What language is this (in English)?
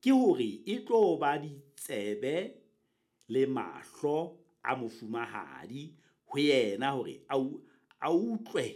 Southern Sotho